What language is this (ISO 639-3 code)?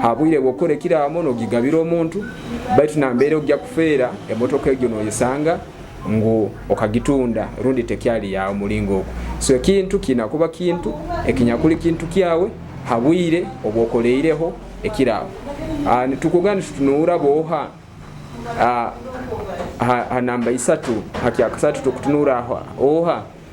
nyo